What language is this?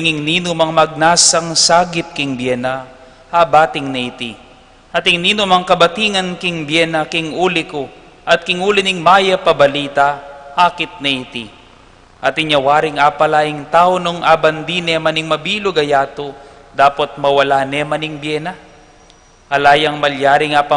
Pampanga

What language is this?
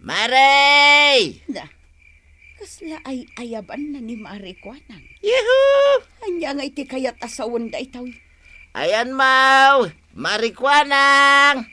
Iloko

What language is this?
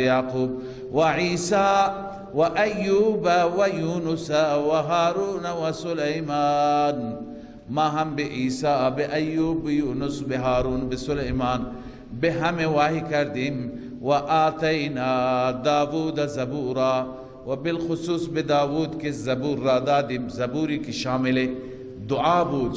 Persian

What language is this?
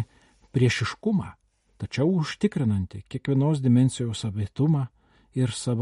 Lithuanian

